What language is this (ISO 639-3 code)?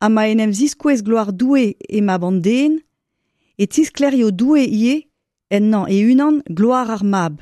bre